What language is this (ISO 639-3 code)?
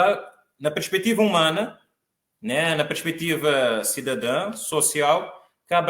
kea